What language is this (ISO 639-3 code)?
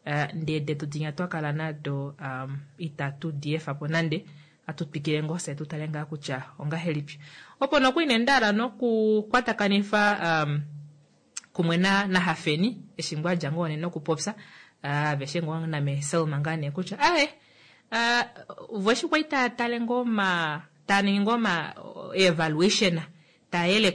kua